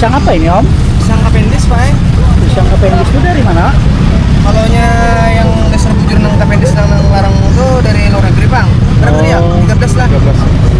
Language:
Banjar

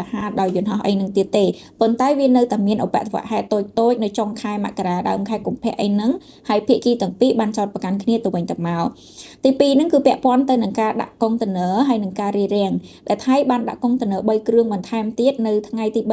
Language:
Khmer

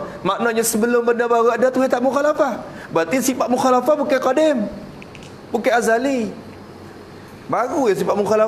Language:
Malay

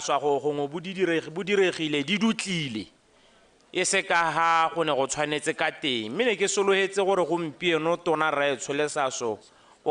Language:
Tswana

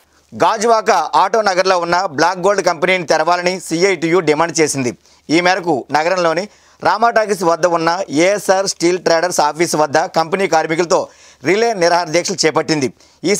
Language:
Telugu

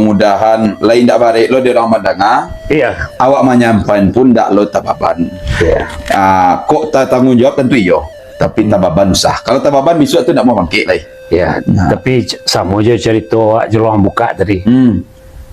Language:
Minangkabau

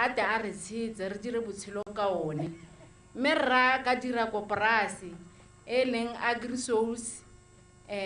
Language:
Tswana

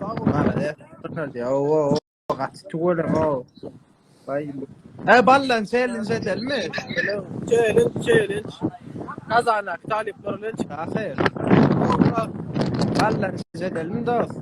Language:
Turkmen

